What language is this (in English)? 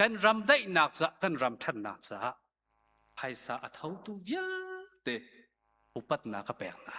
Hakha Chin